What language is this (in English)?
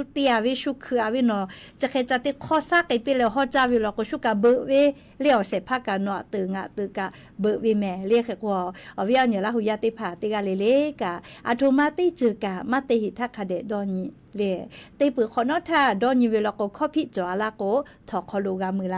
Lahu